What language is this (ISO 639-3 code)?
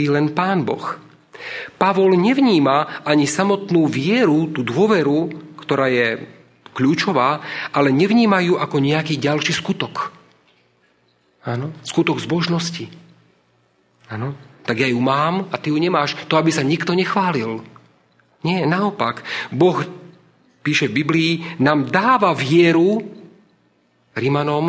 slk